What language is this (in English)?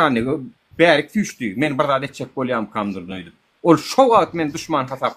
Turkmen